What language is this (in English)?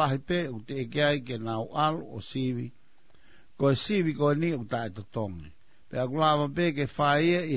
Tongan